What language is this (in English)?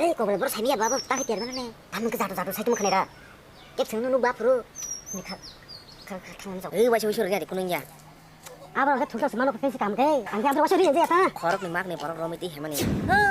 Kok Borok